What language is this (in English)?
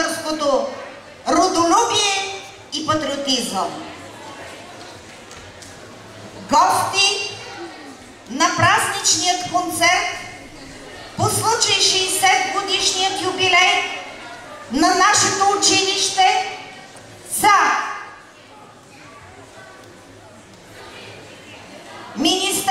Bulgarian